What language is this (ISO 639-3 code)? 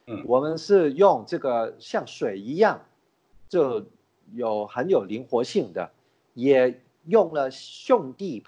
zho